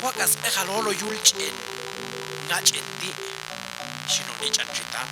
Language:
Popti'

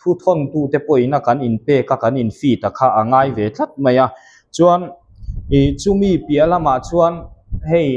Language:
Mizo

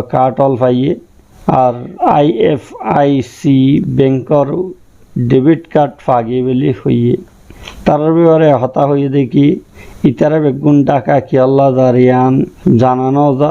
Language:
Rohingya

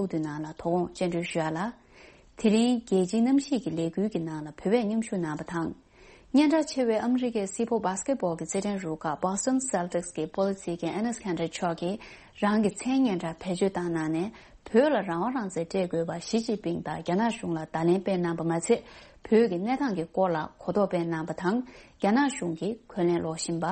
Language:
Tibetan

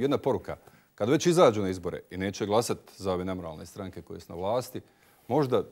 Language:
Bosnian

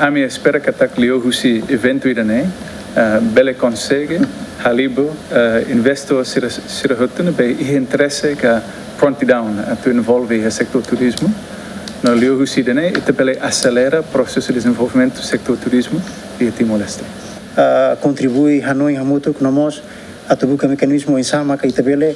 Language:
Tetum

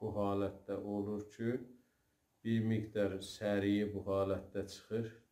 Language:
South Azerbaijani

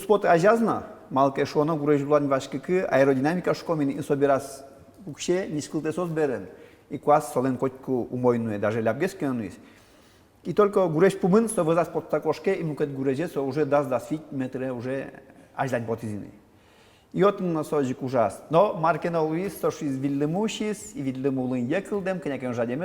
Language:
Udmurt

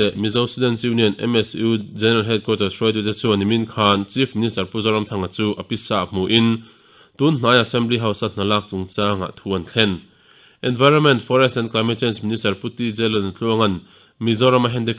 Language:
Mizo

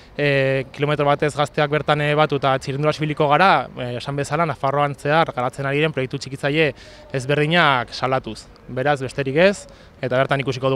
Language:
Basque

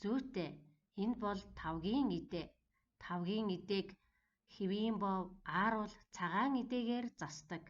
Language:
Mongolian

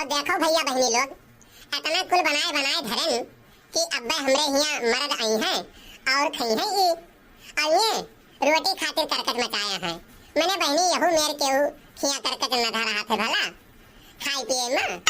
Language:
Awadhi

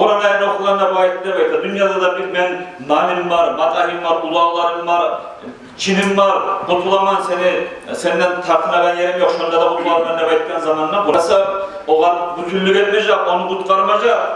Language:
Kumyk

